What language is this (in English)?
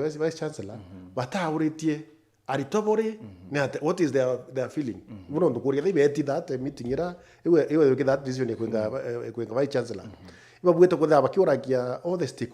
Meru